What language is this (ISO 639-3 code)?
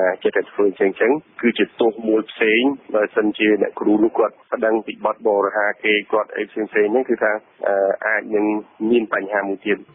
khm